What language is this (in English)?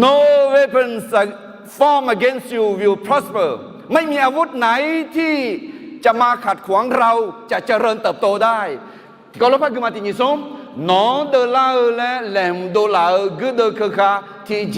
Akha